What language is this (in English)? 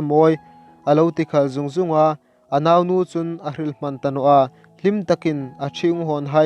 Hmar